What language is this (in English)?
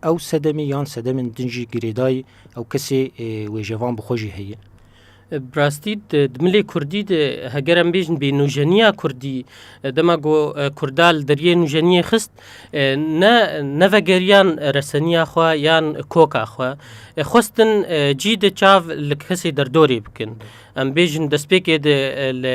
Kurdish